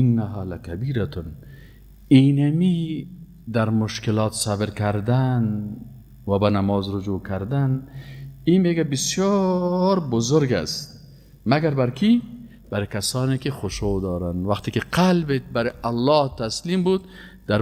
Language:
Persian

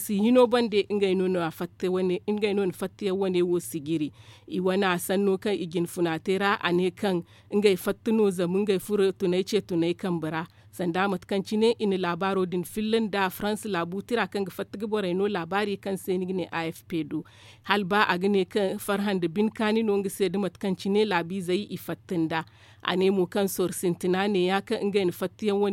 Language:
Zarma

